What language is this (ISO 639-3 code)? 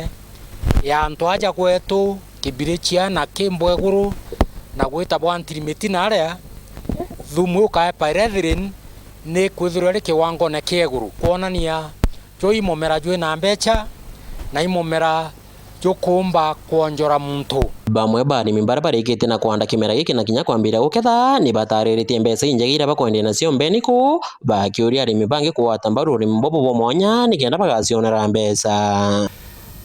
mer